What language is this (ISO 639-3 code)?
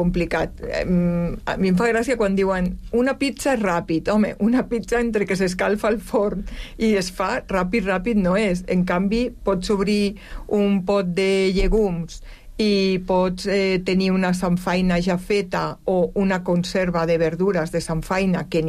cat